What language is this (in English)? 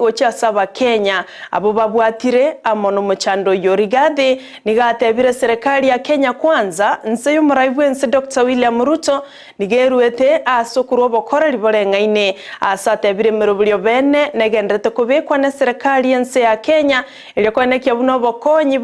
Gusii